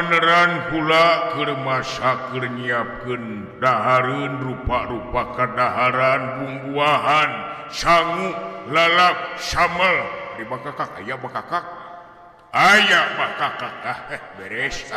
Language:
Sundanese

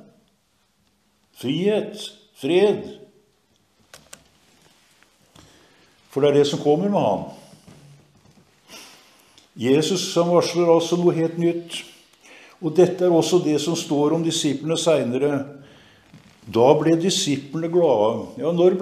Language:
Norwegian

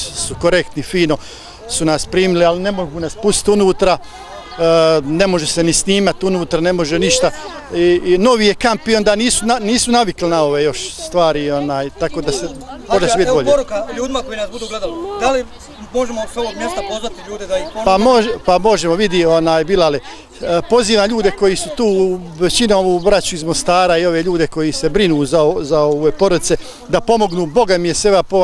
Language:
Bosnian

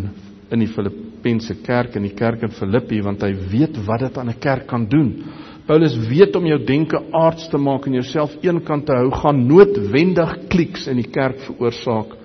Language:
Afrikaans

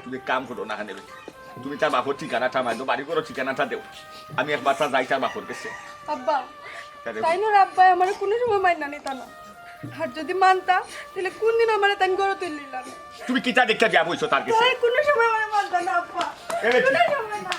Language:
Sylheti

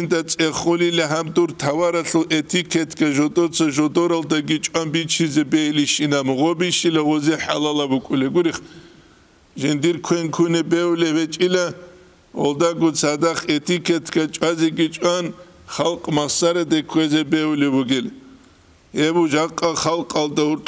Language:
Avaric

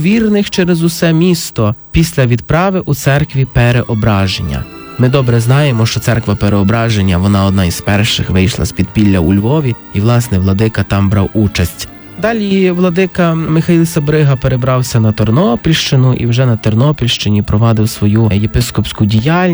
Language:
Ukrainian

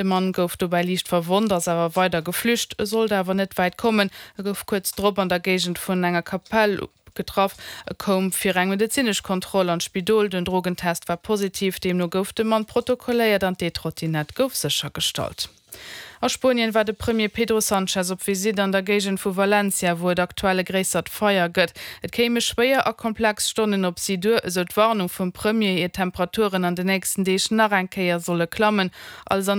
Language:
Luxembourgish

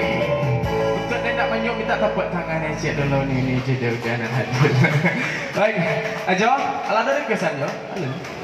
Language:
Minangkabau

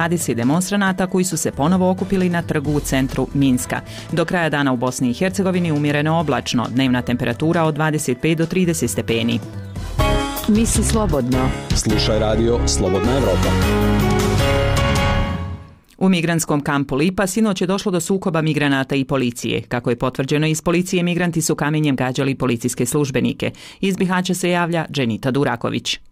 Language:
Bosnian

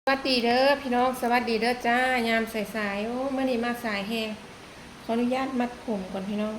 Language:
Lao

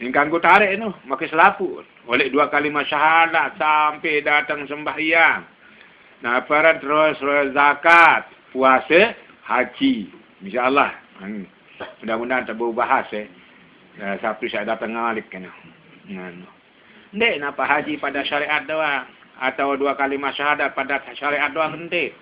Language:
Sasak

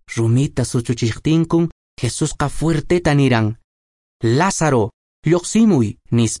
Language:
Quechua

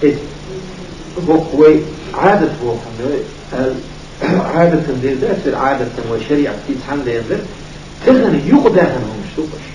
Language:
Chechen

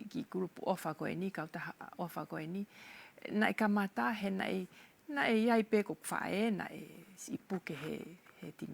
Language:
Tongan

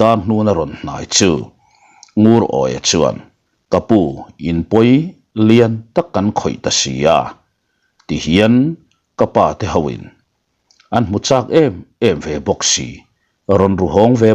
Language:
Mizo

